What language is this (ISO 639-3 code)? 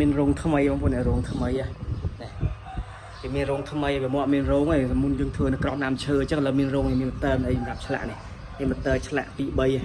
khm